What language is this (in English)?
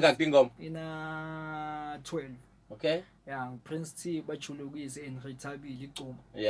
Zulu